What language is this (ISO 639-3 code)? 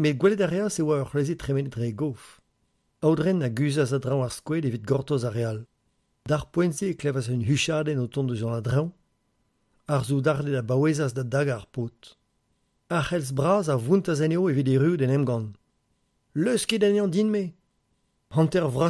bre